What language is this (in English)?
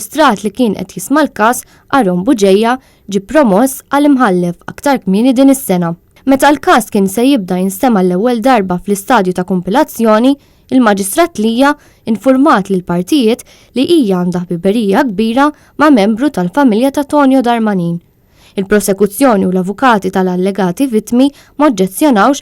Maltese